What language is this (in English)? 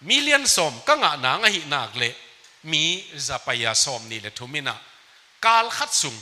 Tedim Chin